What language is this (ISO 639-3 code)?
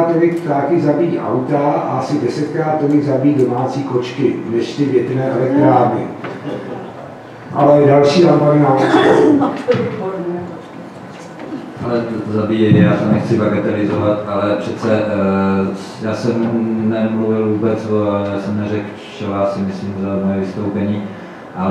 ces